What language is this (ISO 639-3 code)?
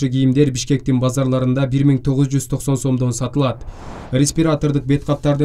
kir